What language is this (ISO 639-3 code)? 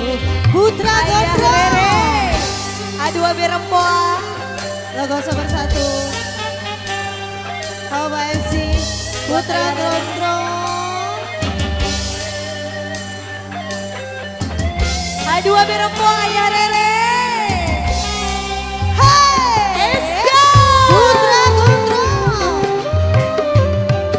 ind